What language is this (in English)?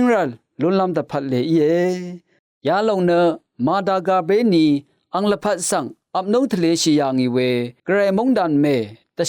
Rawang